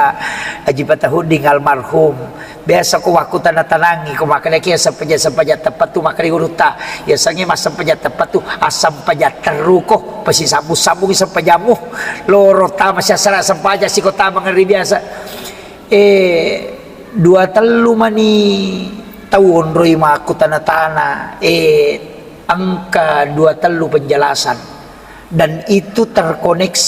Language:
Buginese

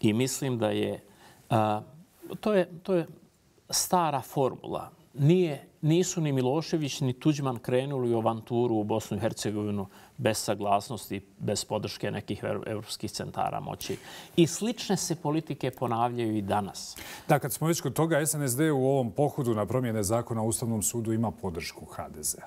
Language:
Bosnian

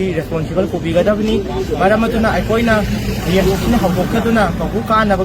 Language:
Manipuri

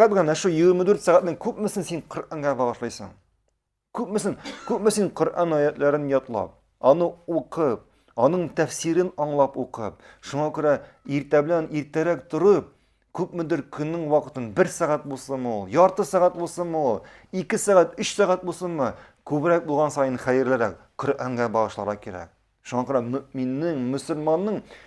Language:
Tatar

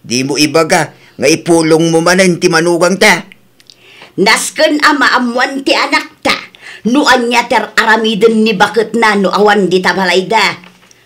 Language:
Iloko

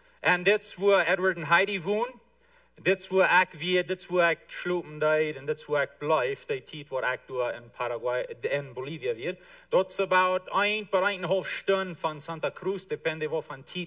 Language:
Plautdietsch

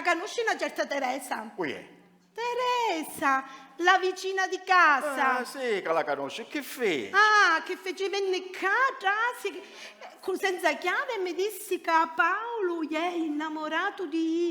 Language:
Sicilian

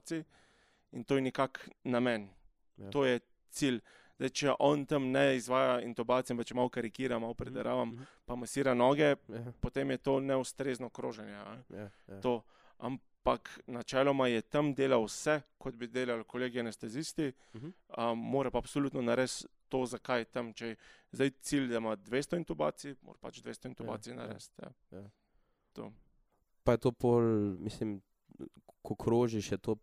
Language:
Slovenian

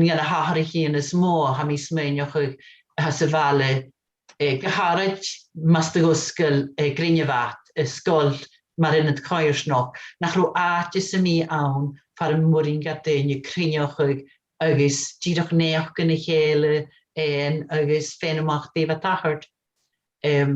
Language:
Scottish Gaelic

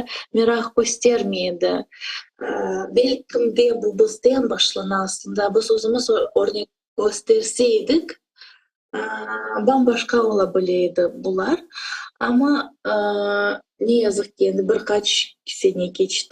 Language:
Crimean Tatar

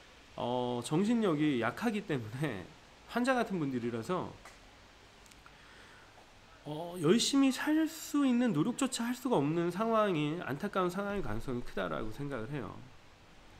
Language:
Korean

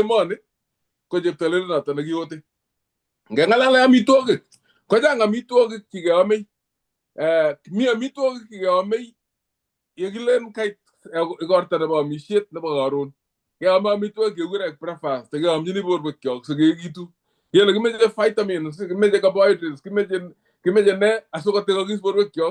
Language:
Kalenjin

